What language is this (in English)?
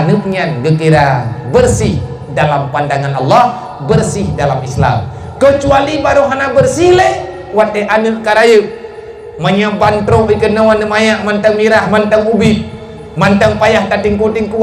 Achinese